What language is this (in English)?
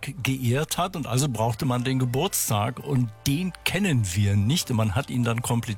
German